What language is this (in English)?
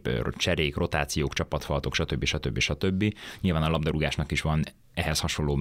Hungarian